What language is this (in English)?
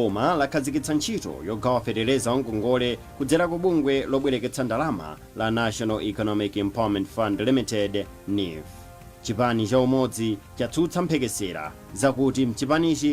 Nyanja